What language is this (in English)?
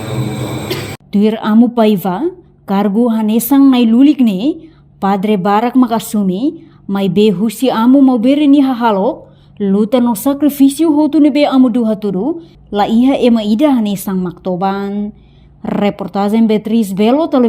Tetum